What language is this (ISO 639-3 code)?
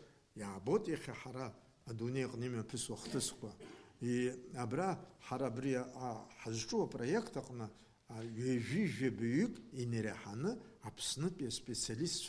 abk